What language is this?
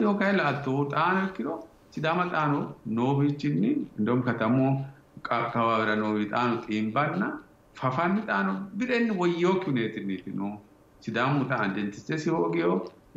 Sidamo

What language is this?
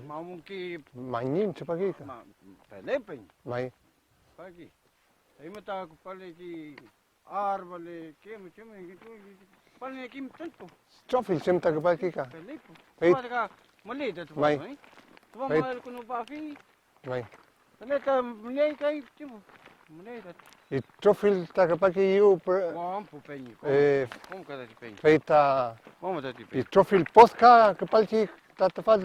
Mapuche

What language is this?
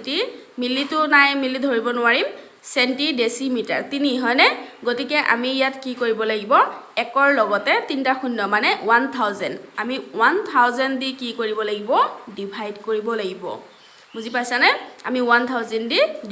Assamese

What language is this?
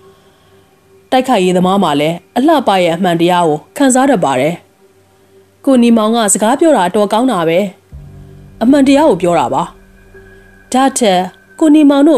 Burmese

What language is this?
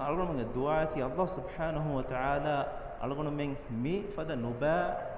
Divehi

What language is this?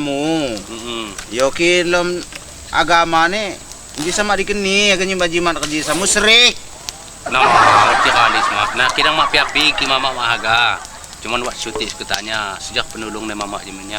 Lampung Api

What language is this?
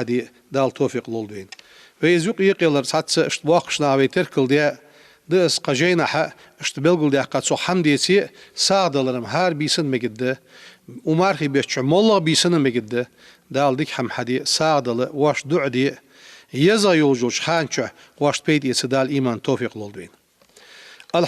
Ingush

